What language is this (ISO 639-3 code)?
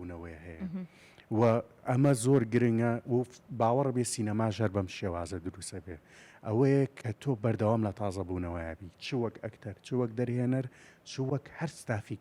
ckb